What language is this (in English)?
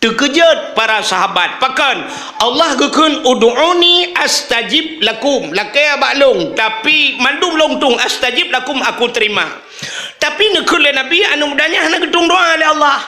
Achinese